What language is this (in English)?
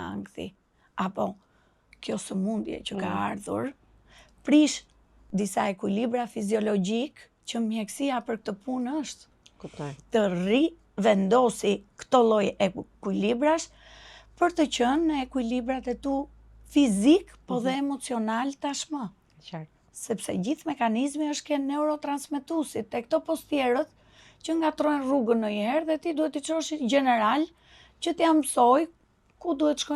Albanian